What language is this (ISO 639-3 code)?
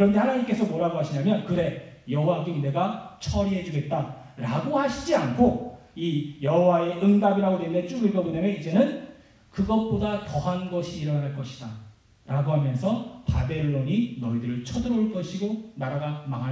kor